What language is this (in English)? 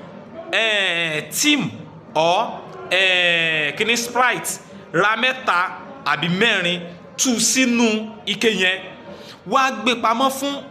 Yoruba